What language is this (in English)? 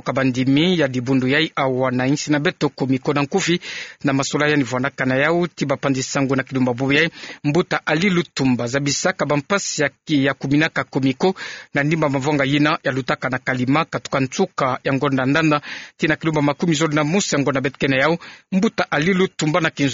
Kituba (Democratic Republic of Congo)